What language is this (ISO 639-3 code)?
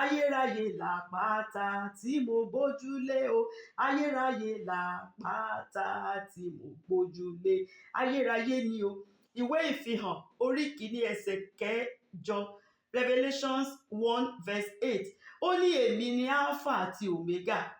yor